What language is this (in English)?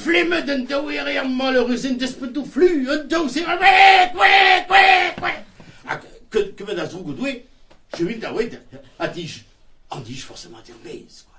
Breton